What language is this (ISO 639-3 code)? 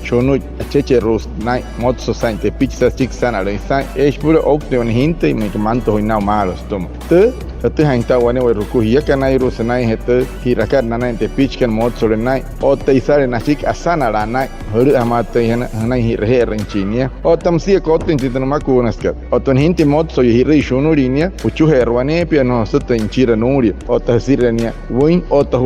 guc